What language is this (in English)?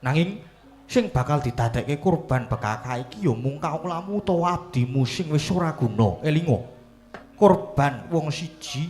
Javanese